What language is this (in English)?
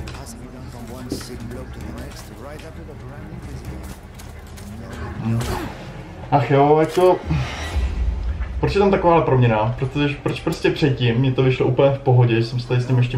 Czech